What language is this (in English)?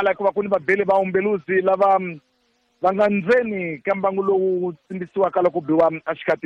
Tsonga